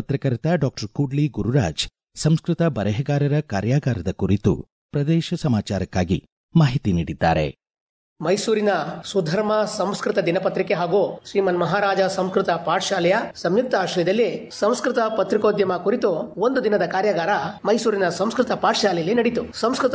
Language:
Kannada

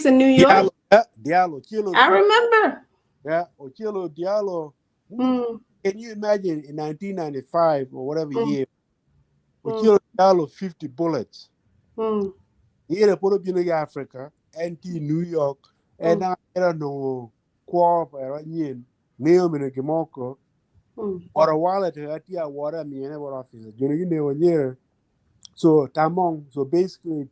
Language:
Acoli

